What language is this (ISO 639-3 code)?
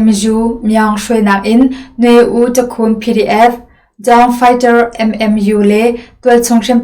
cnh